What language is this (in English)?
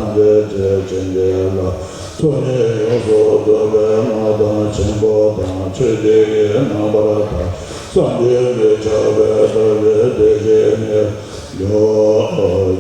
Tibetan